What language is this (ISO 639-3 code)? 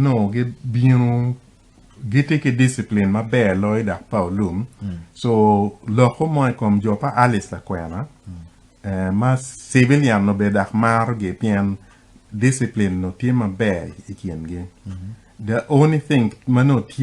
ach